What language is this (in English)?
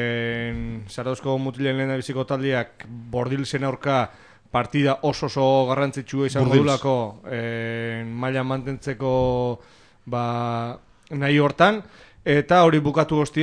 Basque